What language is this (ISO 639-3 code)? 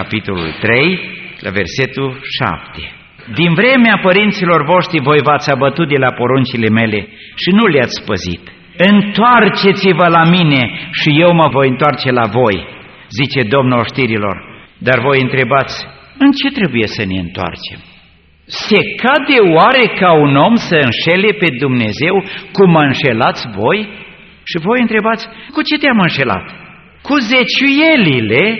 ron